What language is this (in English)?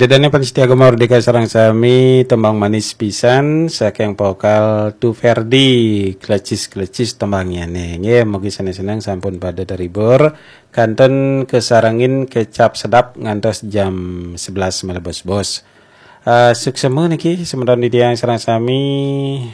Balinese